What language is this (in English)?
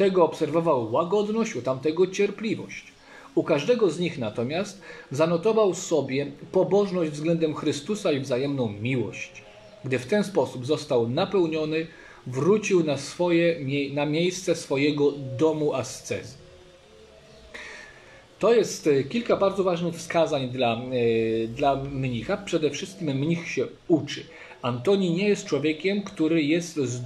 Polish